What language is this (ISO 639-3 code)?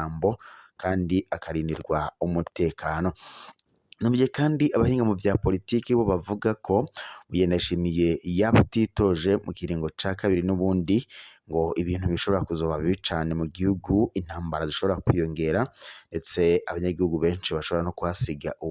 run